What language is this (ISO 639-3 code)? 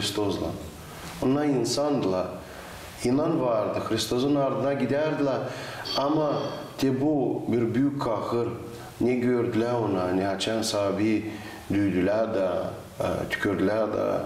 gag